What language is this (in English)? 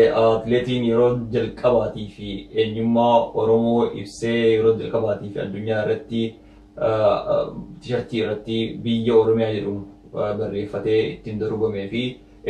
Oromo